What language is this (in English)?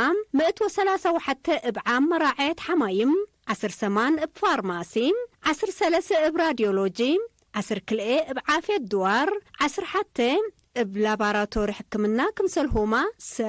Tigre